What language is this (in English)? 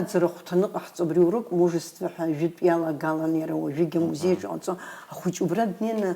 Abkhazian